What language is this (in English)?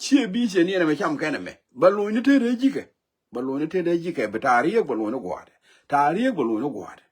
Nuer